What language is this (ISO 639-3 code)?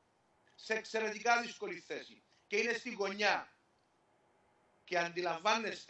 ell